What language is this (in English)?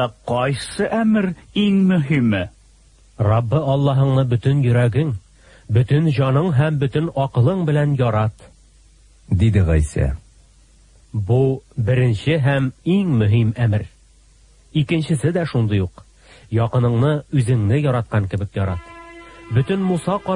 Tatar